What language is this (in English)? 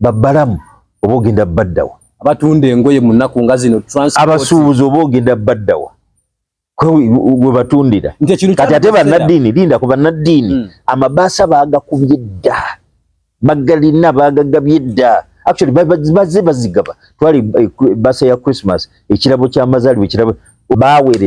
Ganda